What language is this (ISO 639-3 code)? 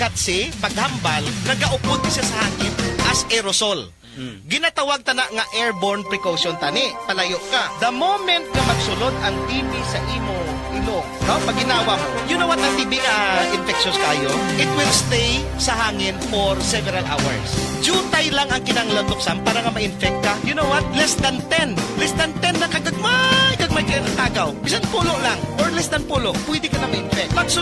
hil